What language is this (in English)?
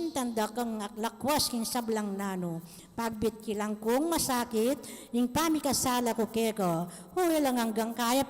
Pampanga